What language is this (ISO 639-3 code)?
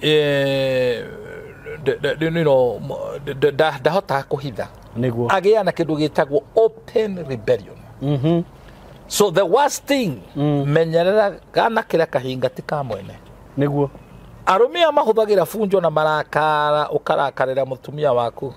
kik